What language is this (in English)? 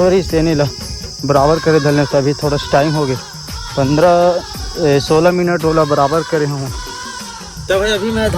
Chhattisgarhi